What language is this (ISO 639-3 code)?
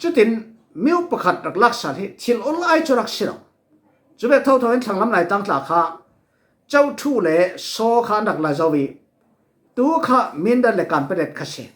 cfm